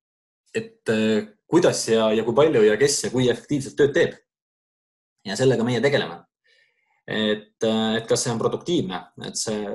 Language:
Estonian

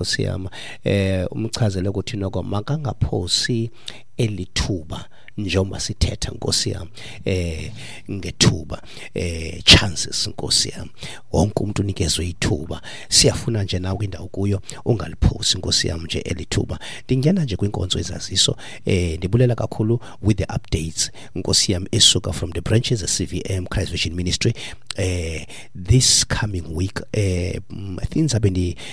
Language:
Xhosa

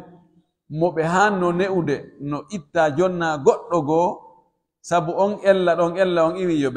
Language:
Pular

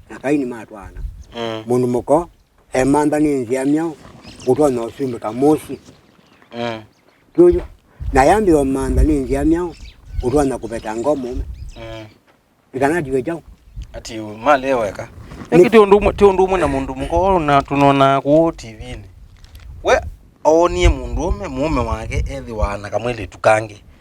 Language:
Kamba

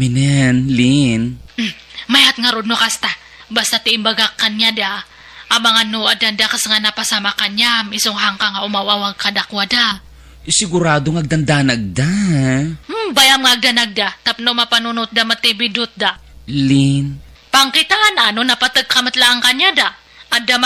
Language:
Iloko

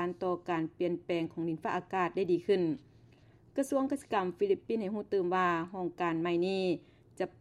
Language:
Lao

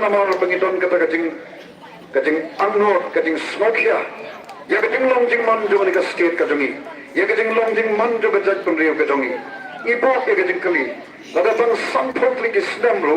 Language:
Khasi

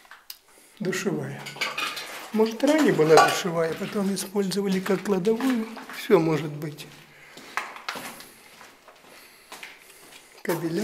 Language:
Russian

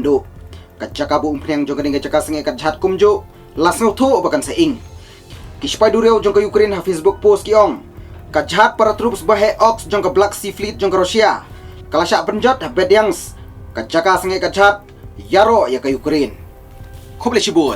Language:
Khasi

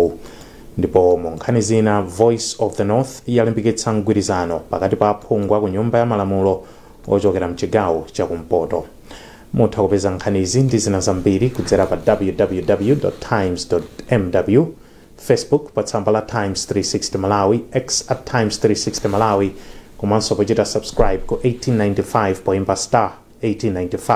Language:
Nyanja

